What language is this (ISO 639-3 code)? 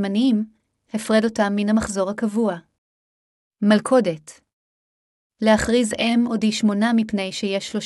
heb